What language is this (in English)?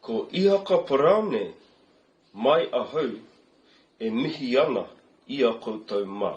Māori